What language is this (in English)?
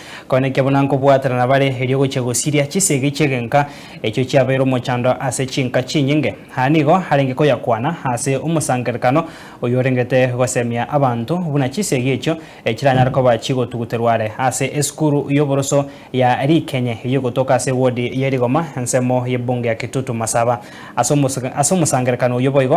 Gusii